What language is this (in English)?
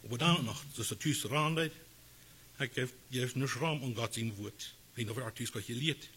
Plautdietsch